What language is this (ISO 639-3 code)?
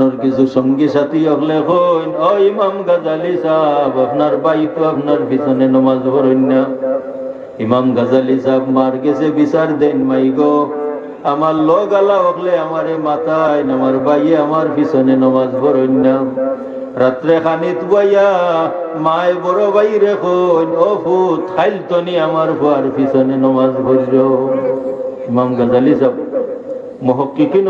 syl